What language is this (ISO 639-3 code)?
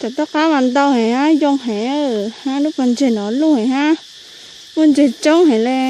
hmn